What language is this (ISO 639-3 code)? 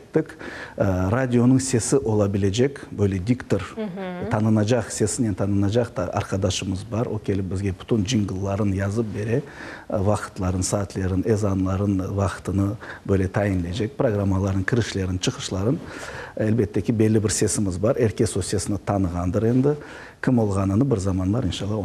crh